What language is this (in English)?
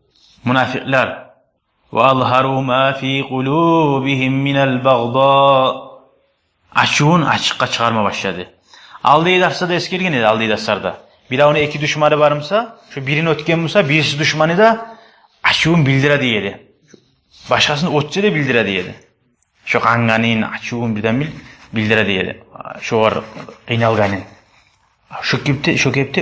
Kumyk